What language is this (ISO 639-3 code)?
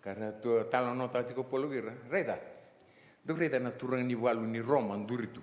fij